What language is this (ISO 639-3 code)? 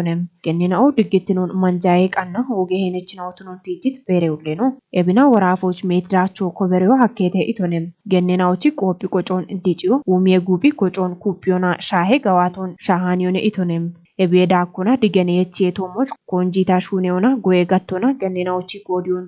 kbr